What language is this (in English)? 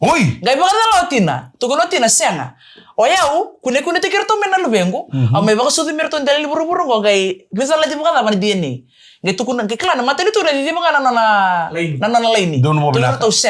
Fijian